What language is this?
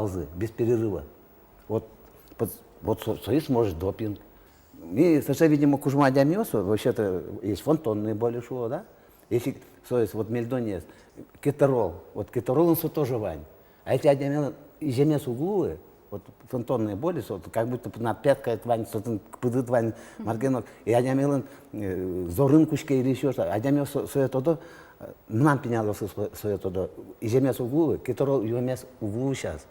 Udmurt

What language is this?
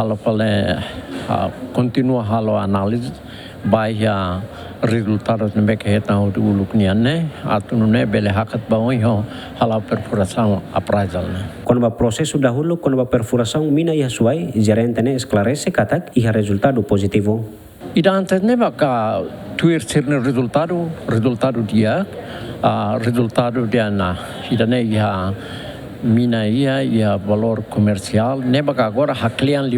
Tetum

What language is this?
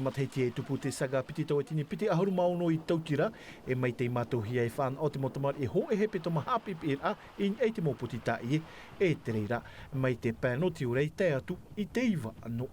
Tahitian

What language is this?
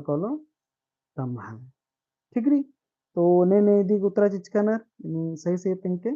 Kurukh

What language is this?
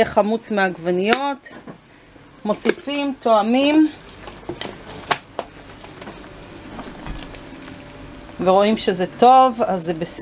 Hebrew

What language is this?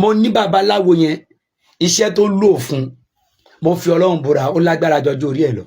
Yoruba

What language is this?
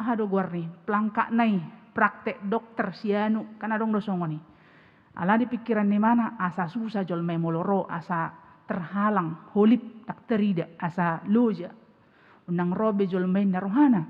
Batak Toba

